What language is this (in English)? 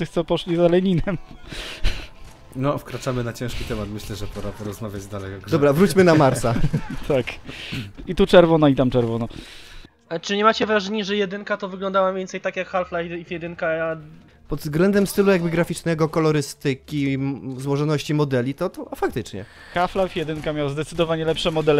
Polish